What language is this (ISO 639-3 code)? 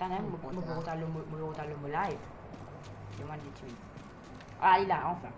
mfe